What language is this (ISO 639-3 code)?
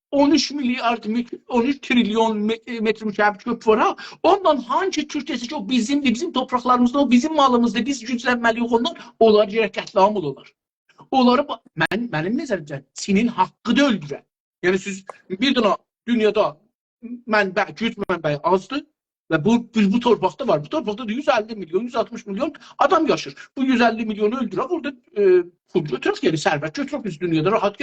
azb